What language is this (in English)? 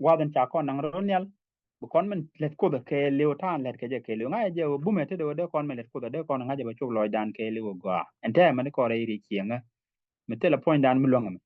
Nuer